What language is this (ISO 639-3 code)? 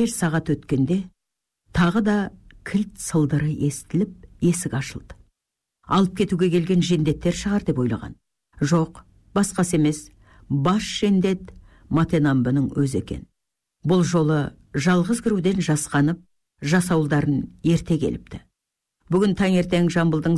kaz